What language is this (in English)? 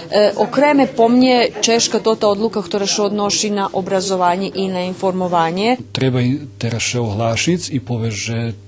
Rusyn